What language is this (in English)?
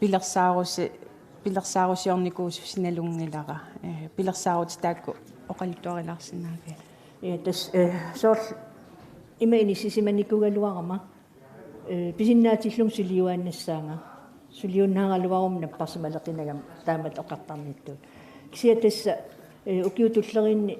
Kalaallisut